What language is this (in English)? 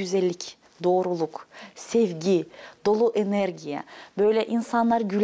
Gagauz